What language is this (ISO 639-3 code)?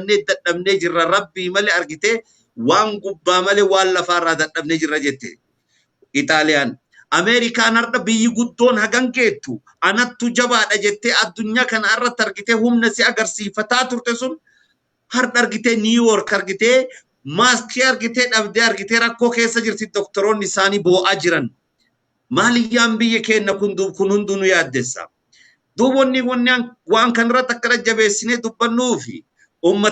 orm